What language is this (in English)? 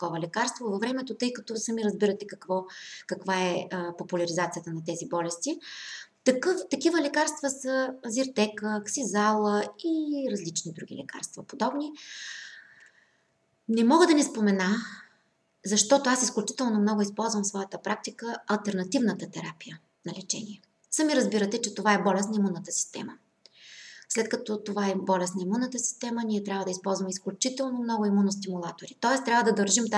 Bulgarian